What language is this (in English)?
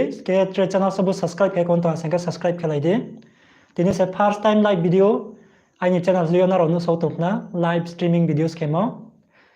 Riang (India)